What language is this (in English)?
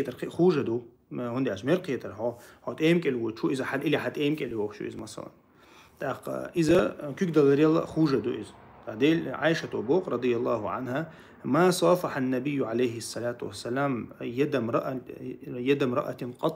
Chechen